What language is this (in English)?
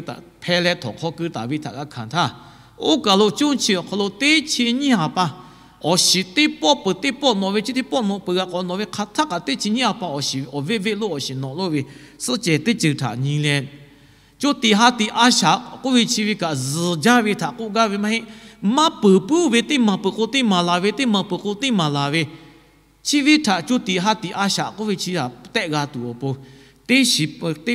Lahu